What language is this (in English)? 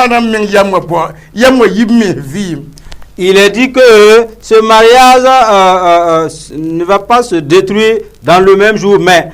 Mossi